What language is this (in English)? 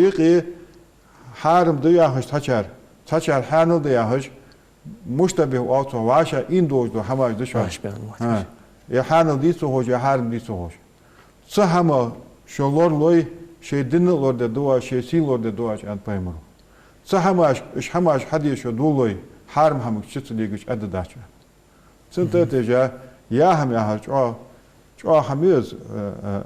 Ingush